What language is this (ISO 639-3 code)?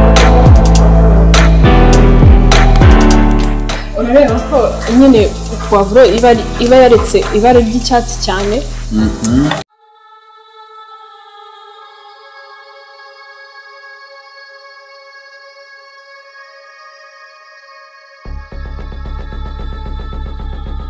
kin